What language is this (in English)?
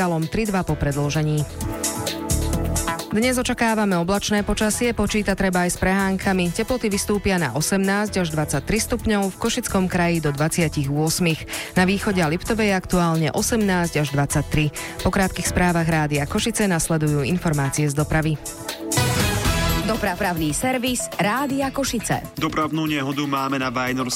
Slovak